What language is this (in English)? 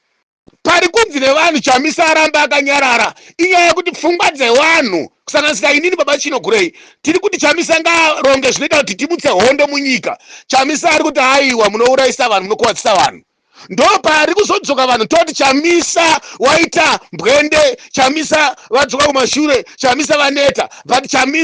Shona